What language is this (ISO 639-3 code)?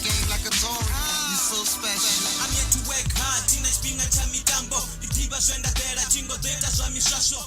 ven